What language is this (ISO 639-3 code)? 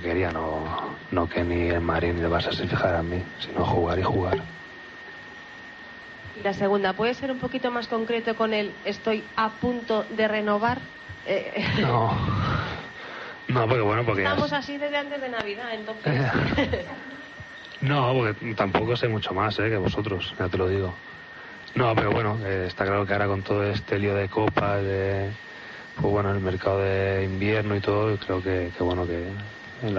spa